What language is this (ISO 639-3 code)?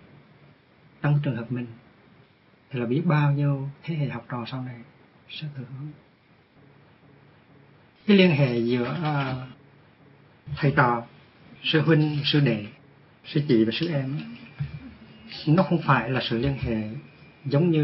vie